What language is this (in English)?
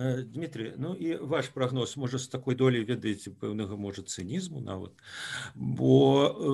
Belarusian